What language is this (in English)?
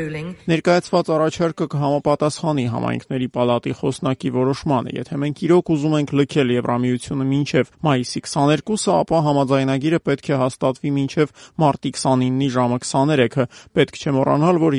Armenian